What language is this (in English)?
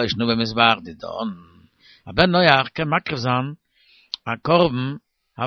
Yiddish